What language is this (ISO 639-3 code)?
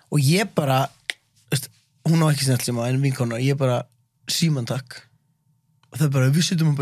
isl